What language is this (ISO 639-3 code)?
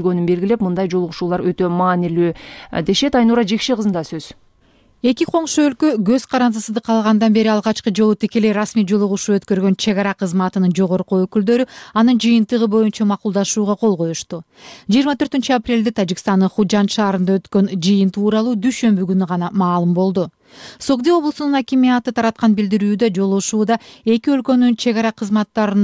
kir